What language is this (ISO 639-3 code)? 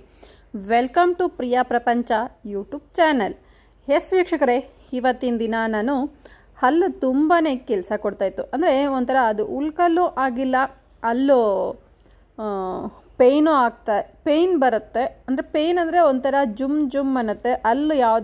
kan